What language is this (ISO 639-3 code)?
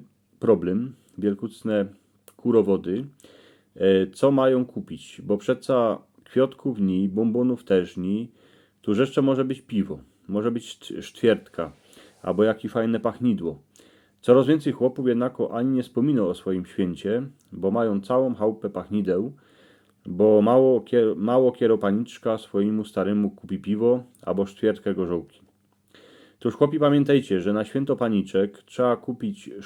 szl